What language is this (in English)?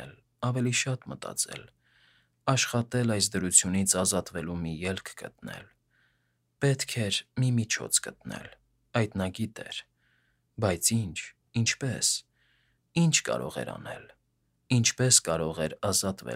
Armenian